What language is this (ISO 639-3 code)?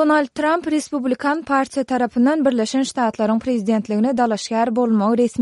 tuk